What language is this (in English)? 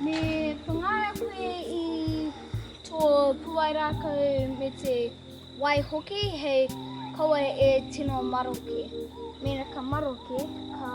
Māori